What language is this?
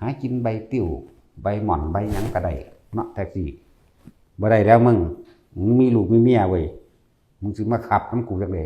Northeastern Thai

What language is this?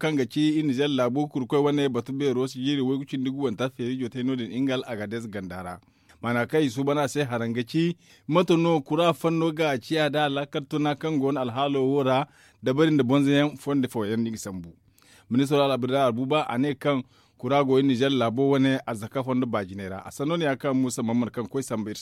Zarma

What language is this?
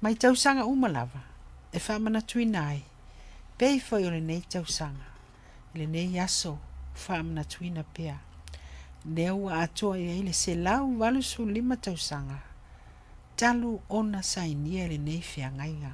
Samoan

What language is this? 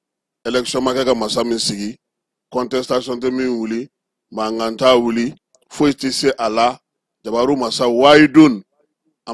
Bambara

